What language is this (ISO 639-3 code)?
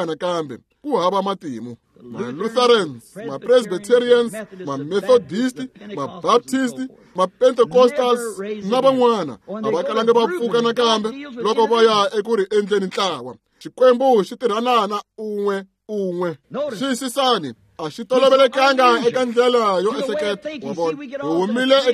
tso